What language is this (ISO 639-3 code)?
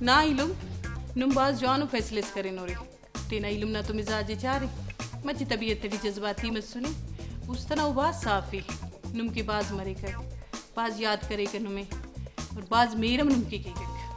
brh